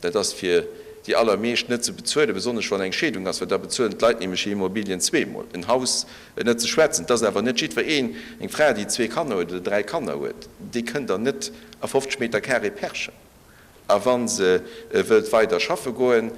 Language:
Luxembourgish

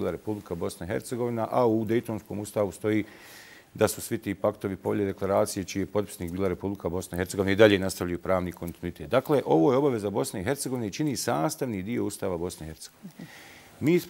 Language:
Bosnian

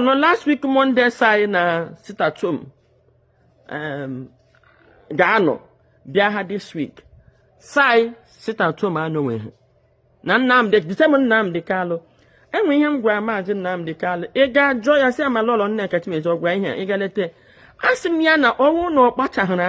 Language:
Igbo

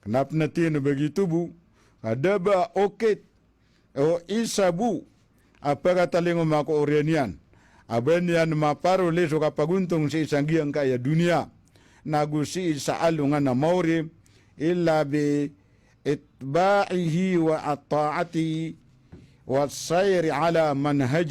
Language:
Maranao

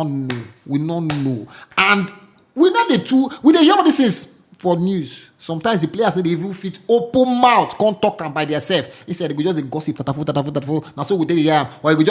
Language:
Nigerian Pidgin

